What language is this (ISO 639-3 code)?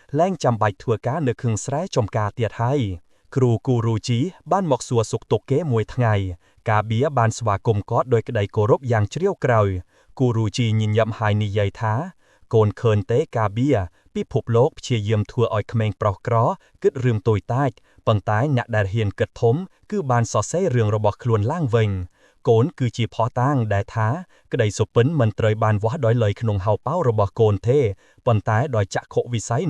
khm